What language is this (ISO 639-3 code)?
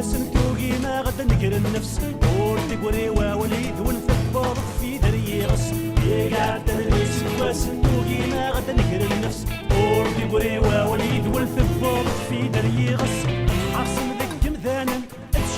kab